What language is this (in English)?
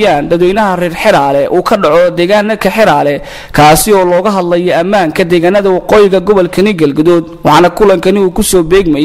Somali